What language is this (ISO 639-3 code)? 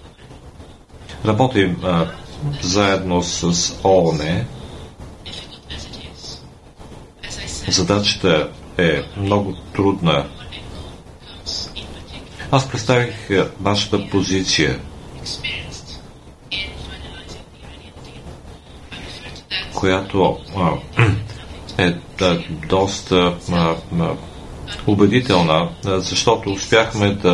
bul